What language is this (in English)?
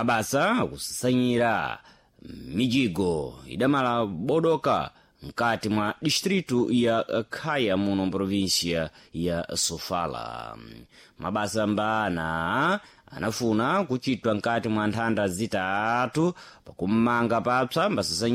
Sena